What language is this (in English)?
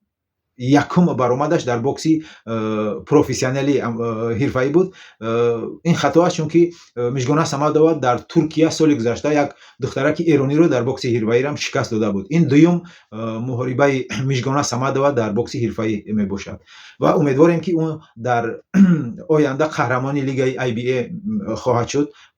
Tajik